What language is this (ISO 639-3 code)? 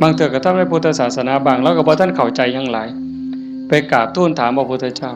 tts